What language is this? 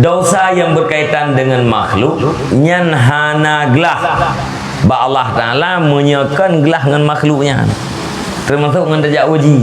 Achinese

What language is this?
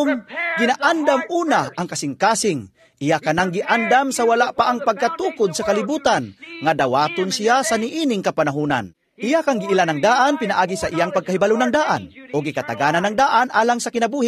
Cebuano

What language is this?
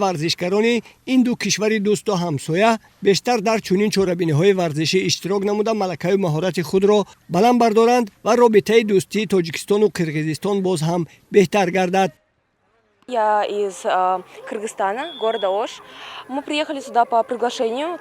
Tajik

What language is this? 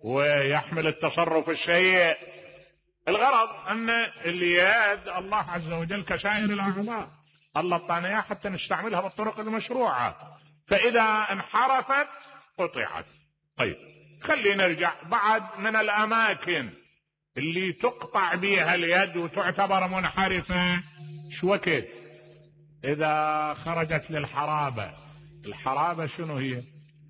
Mesopotamian Arabic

